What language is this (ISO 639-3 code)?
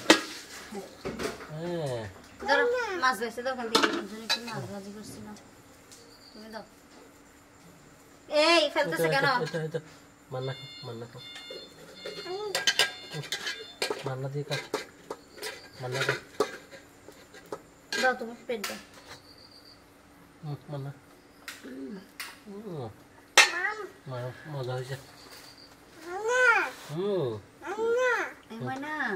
ben